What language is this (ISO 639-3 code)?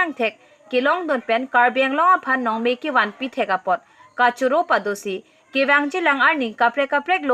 mjw